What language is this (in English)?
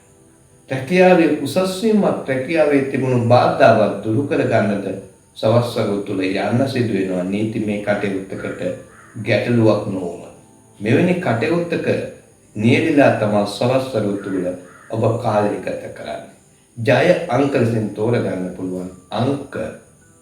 Sinhala